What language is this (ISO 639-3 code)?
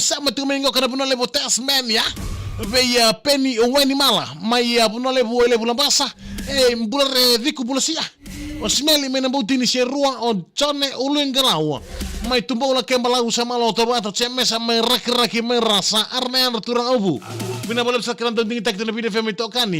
fij